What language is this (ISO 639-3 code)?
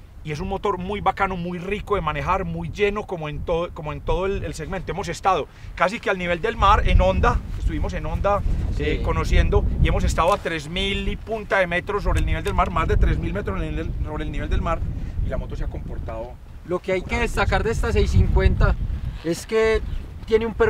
spa